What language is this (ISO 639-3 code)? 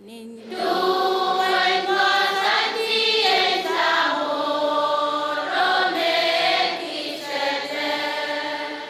pon